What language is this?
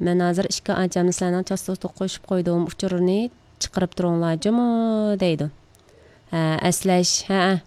Uyghur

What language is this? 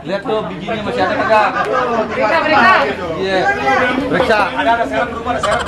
Betawi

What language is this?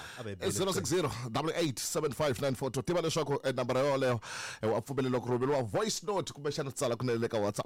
Tsonga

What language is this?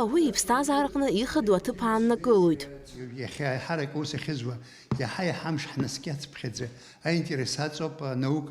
Abkhazian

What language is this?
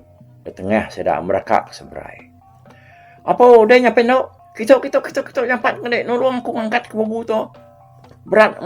Iban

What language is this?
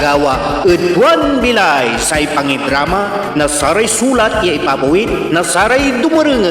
Pangasinan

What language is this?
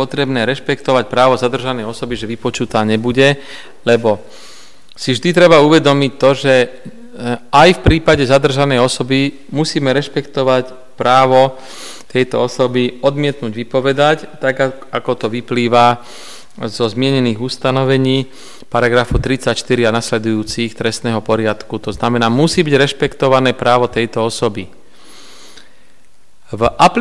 Slovak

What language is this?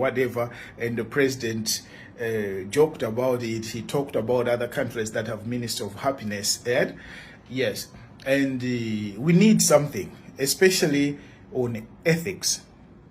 Nyanja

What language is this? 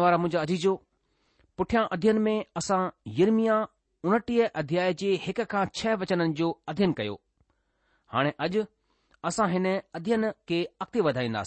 Sindhi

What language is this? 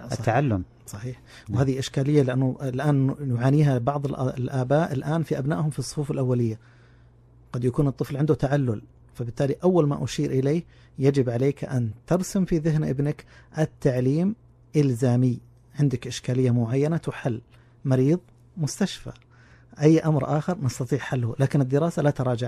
Najdi Arabic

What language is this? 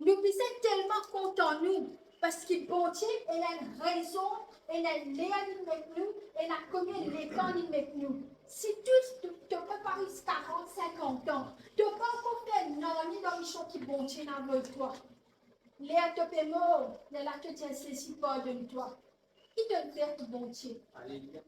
Morisyen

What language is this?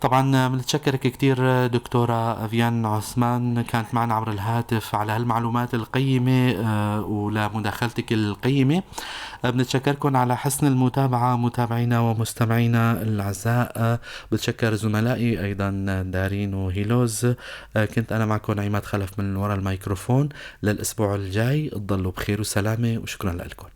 North Levantine Arabic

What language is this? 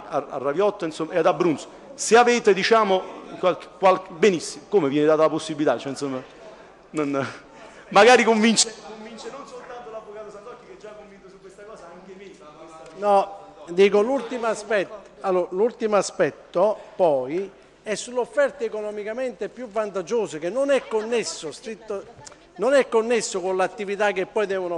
Italian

